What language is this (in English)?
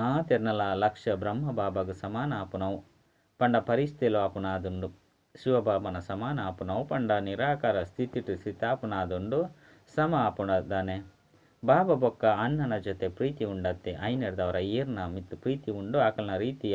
Tulu